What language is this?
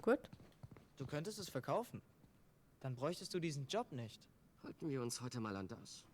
Swiss German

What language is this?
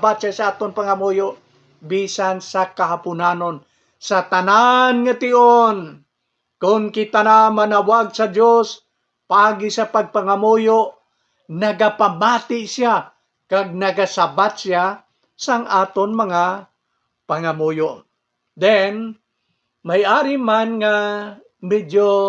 Hiligaynon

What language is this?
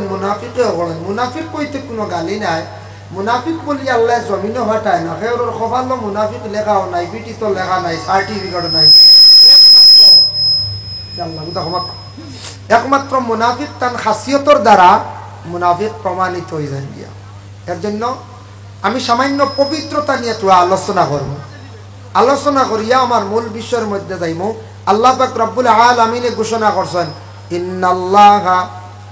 Sylheti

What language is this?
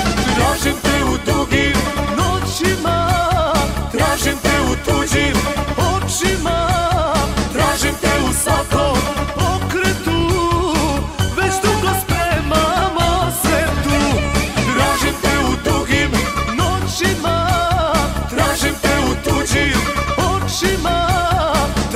Croatian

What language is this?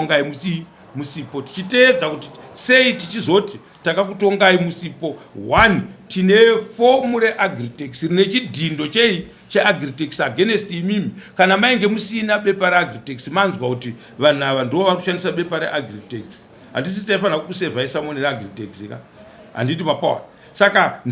Shona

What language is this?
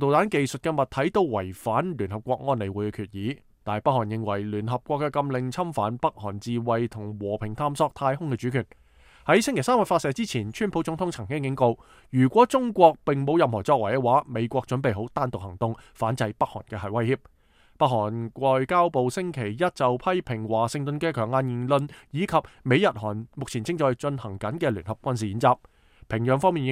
Cantonese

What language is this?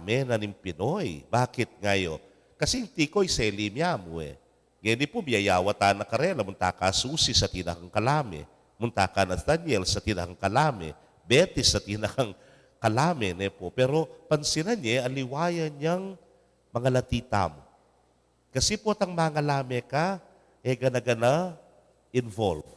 Pampanga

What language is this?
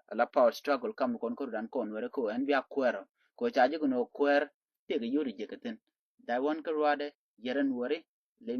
Nuer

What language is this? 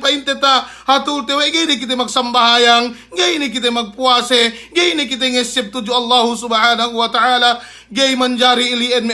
Yakan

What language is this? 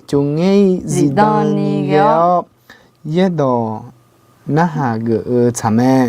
Akha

